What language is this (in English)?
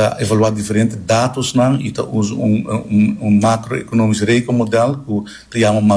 Papiamento